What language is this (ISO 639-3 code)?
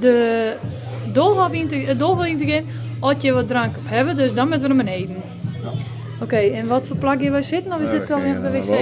fry